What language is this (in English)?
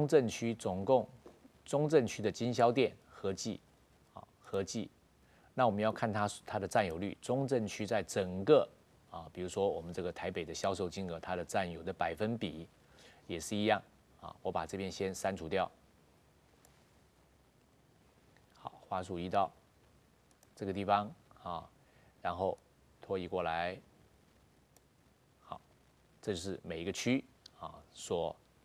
Chinese